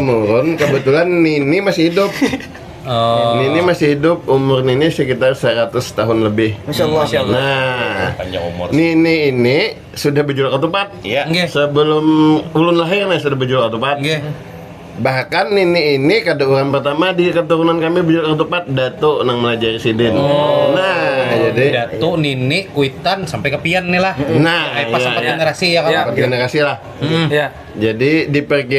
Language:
Banjar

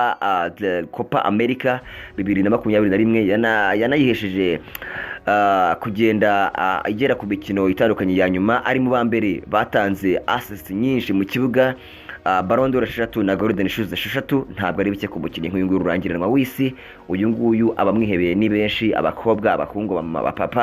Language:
Kinyarwanda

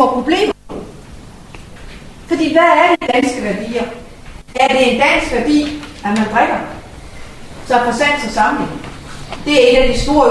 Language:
Danish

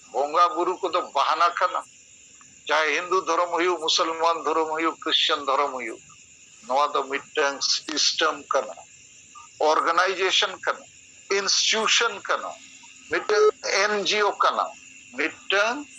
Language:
Santali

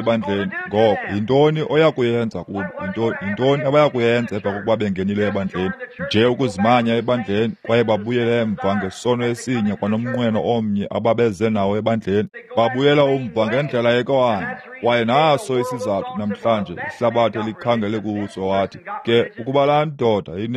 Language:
Xhosa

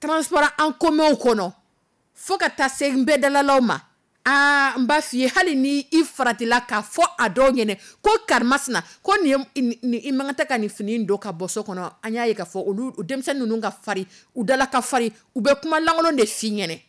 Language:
Dyula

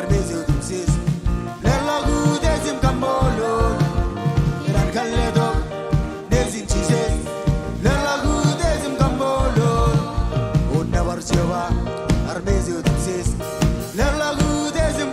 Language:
Marshallese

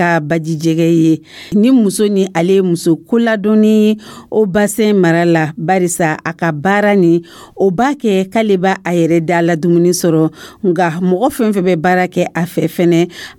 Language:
Dyula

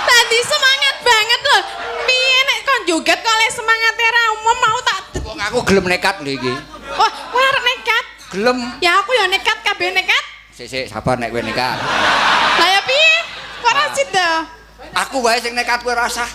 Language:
Javanese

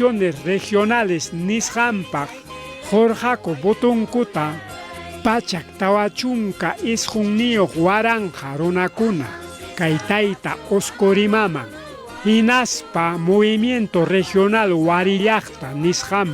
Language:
Ayacucho Quechua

